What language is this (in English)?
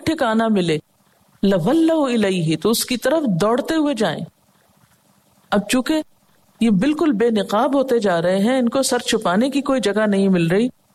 Urdu